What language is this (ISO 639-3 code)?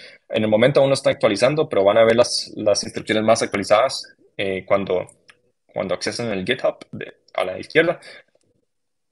spa